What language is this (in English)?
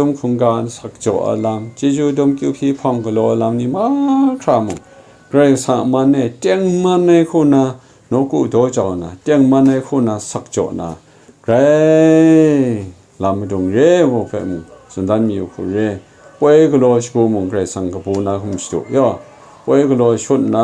Kachin